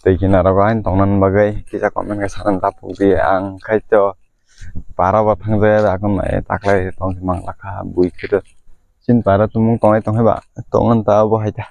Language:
Kok Borok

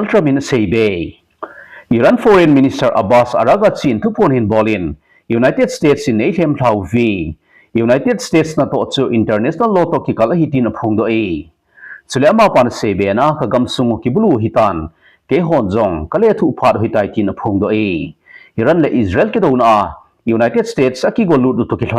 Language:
Thado Chin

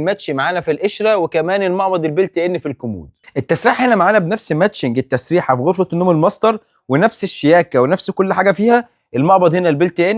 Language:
Egyptian Arabic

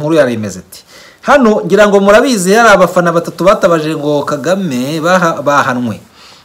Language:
Kinyarwanda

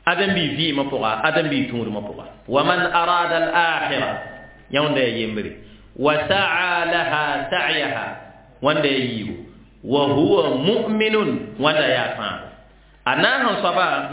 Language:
Mossi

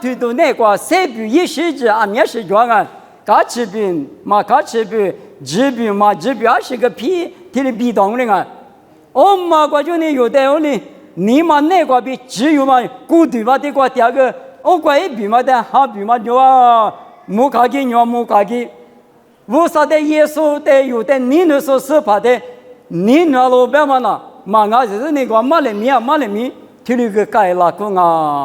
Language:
Lisu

